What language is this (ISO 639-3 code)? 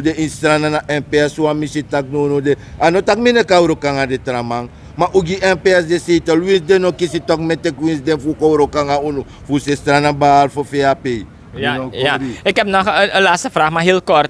srn